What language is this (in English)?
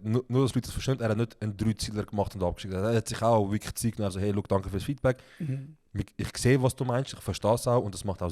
Swiss German